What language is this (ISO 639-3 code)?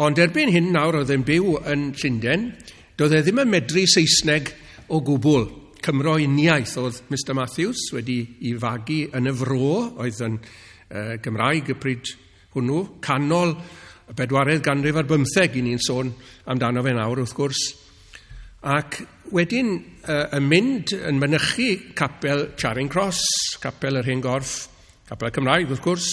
cym